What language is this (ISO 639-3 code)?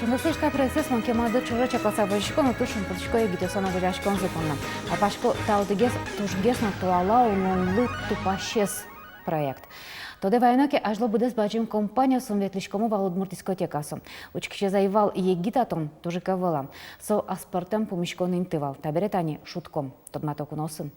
udm